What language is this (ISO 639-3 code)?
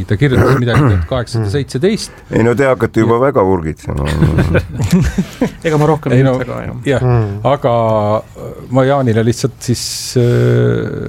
est